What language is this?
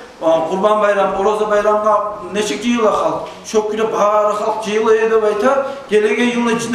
Kumyk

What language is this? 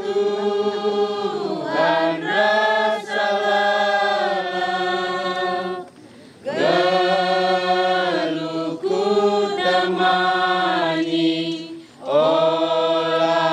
Batak Karo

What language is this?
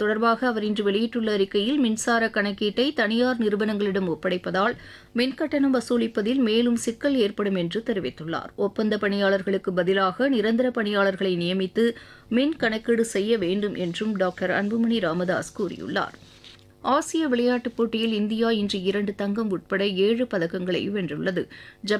Tamil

